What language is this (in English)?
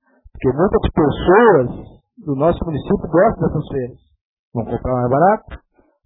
Portuguese